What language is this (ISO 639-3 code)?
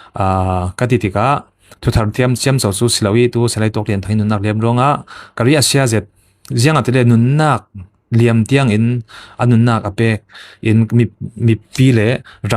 cfm